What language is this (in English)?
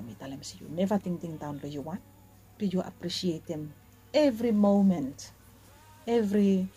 Bislama